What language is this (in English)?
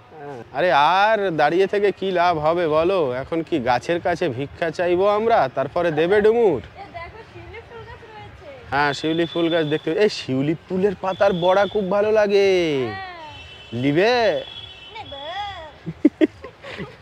Bangla